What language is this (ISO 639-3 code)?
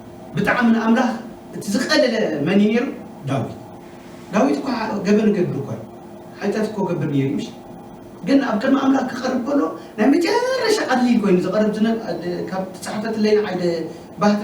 tir